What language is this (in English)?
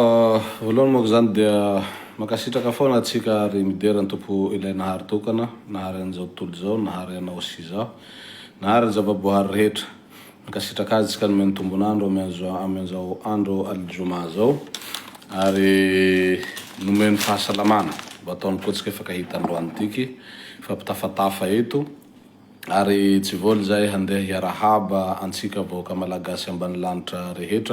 Malagasy